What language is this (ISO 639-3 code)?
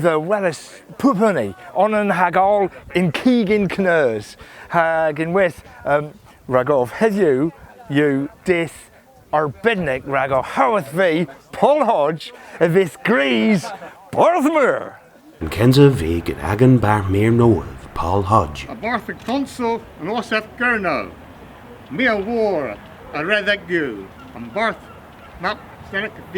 cor